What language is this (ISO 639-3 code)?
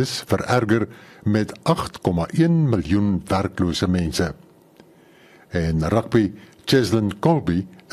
afr